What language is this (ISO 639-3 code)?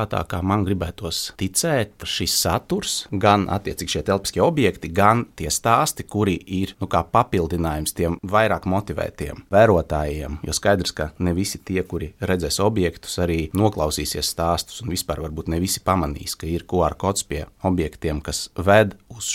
lav